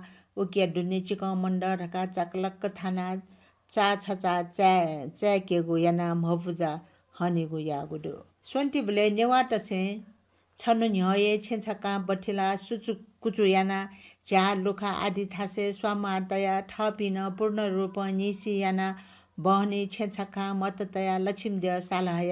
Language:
Newari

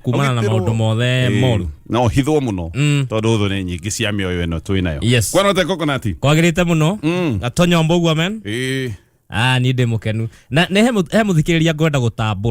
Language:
Kikuyu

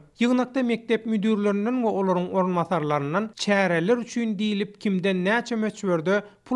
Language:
Turkmen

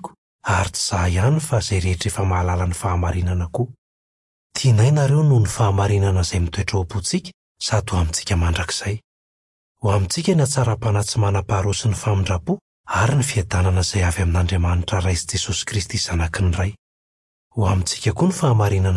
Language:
Malagasy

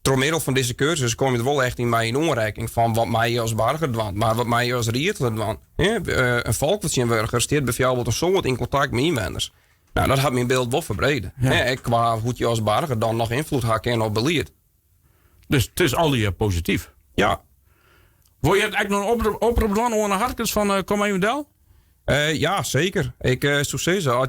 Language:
Western Frisian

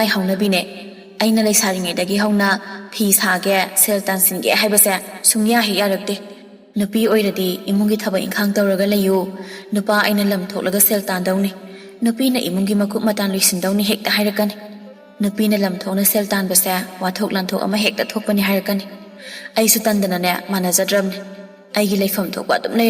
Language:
Manipuri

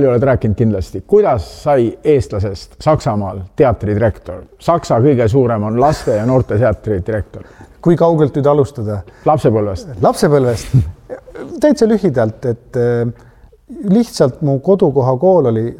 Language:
Estonian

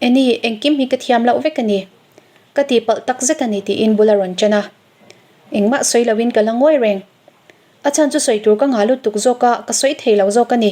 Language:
Mizo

